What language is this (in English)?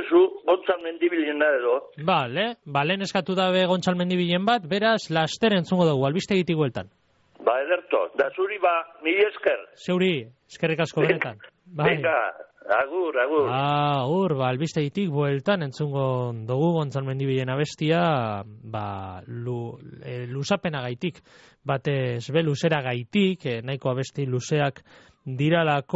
Basque